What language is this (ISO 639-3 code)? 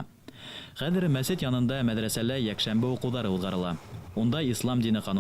bak